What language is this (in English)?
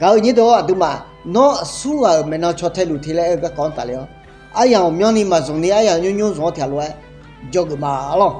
Akha